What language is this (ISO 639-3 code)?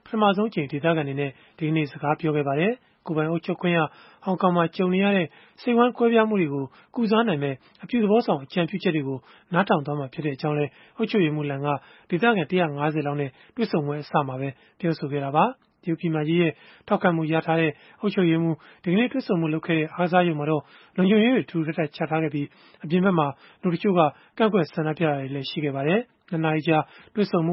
mya